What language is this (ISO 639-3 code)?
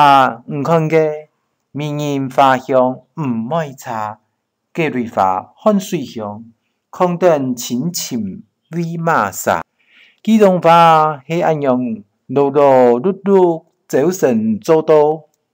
hak